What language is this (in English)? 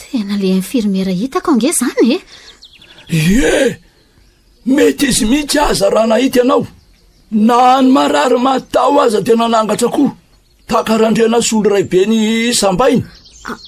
Malagasy